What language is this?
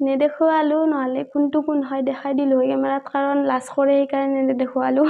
Assamese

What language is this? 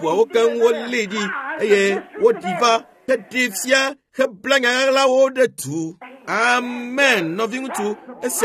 Ewe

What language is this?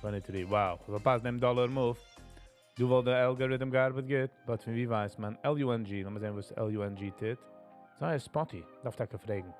Yiddish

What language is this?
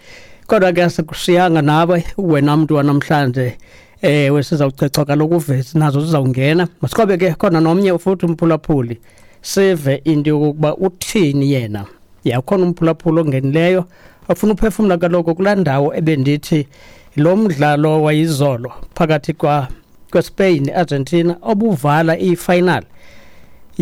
Xhosa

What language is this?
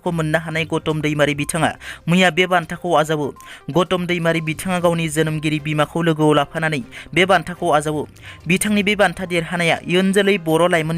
Bodo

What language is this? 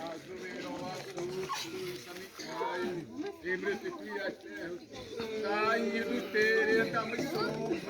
Xavánte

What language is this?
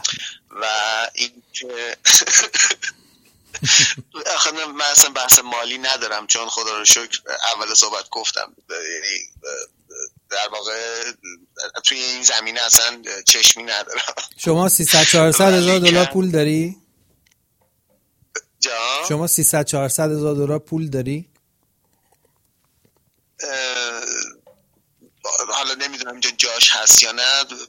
Persian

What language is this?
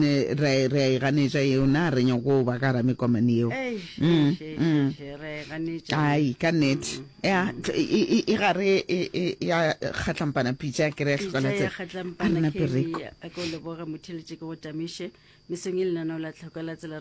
Northern Sotho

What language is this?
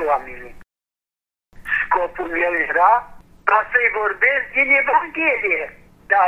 Romanian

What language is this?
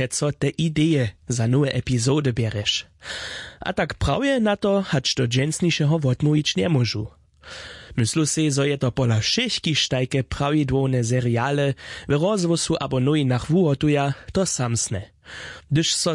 Upper Sorbian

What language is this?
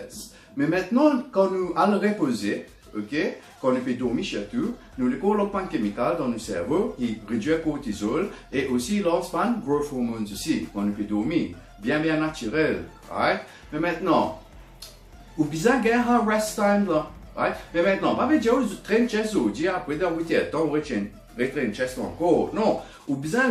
Morisyen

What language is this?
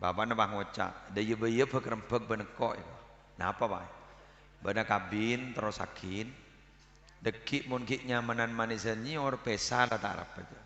Madurese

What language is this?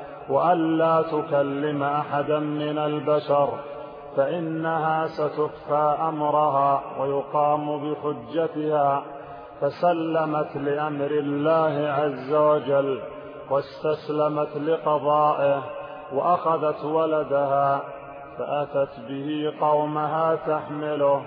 Arabic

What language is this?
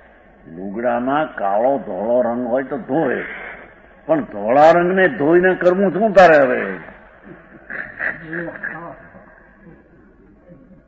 Gujarati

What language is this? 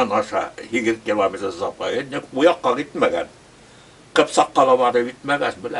Bashkir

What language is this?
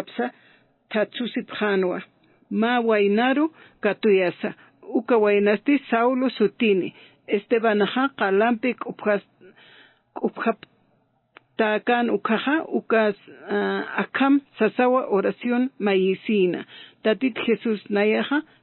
Aymara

